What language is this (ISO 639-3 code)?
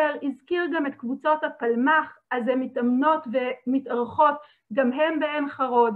heb